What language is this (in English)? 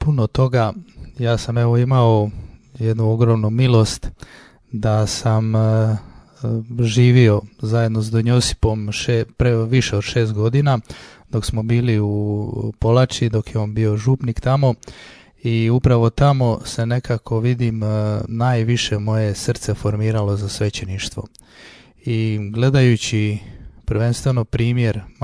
Croatian